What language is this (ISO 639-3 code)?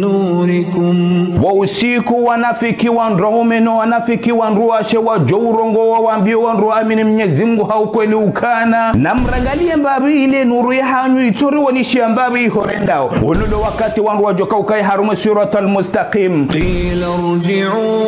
zdj